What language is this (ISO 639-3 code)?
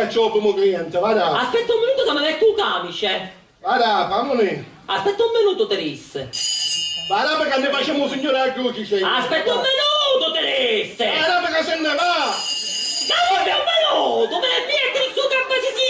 scn